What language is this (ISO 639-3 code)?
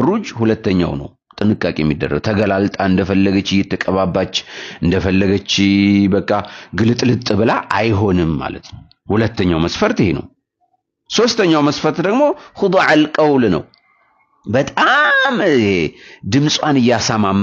amh